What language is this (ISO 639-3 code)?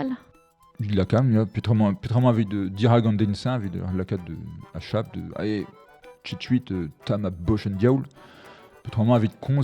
bre